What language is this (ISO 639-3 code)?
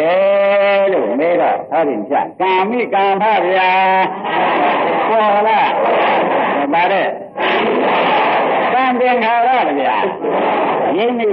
mya